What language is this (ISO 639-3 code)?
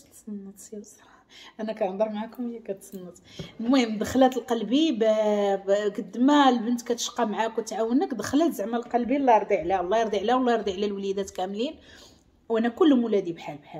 ary